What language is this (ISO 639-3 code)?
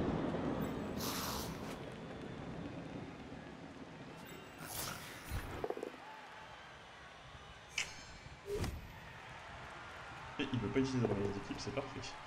fra